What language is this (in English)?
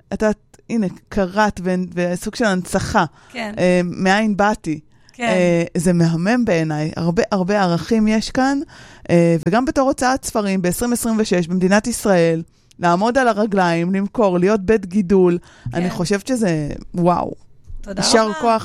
Hebrew